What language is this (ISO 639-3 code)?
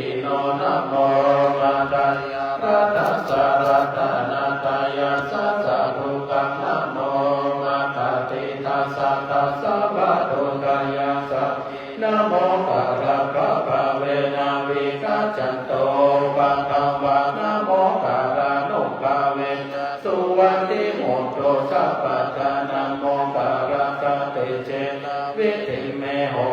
pli